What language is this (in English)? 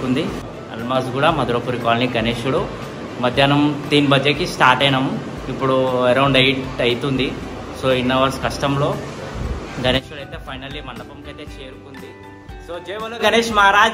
Telugu